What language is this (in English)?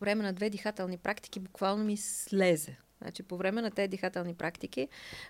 Bulgarian